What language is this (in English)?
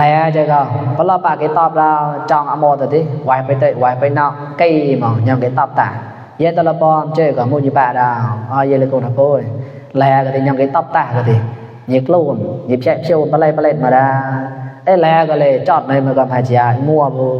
Mon